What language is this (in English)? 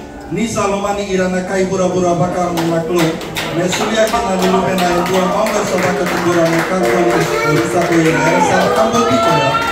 Fijian